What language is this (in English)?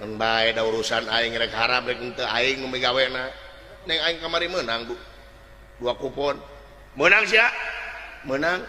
Sundanese